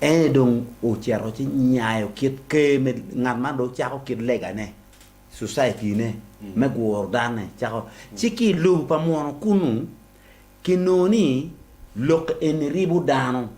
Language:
Acoli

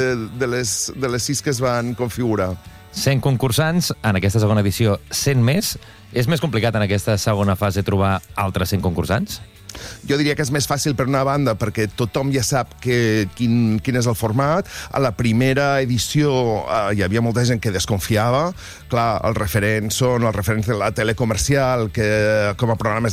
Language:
Catalan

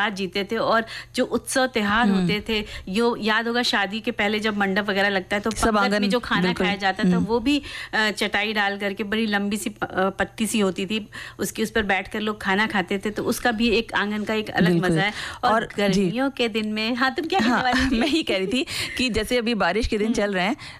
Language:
Hindi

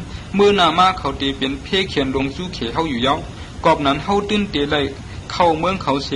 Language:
Shan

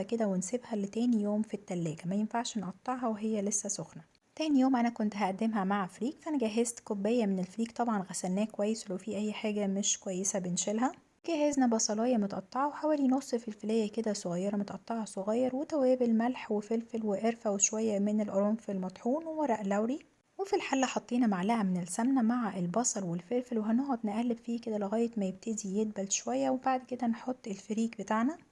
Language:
Egyptian Arabic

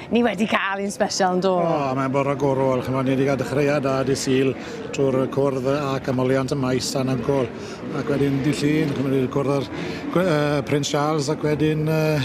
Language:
Welsh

